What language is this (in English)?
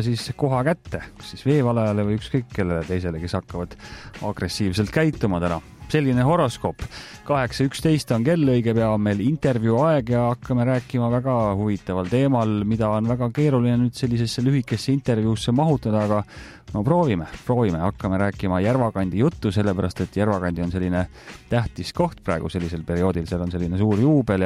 Estonian